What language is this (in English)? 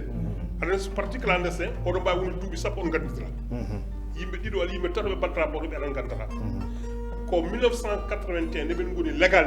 Fula